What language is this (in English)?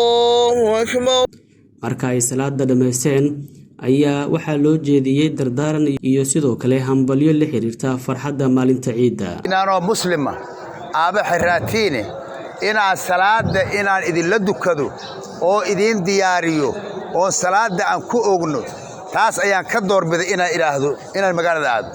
Somali